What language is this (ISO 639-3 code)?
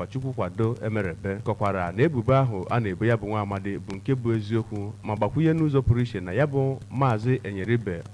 ibo